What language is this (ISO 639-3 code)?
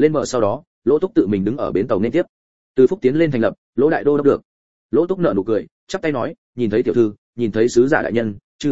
vie